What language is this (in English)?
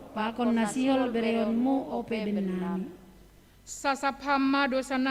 Batak Simalungun